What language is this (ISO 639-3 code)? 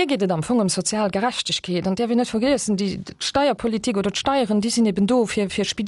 ltz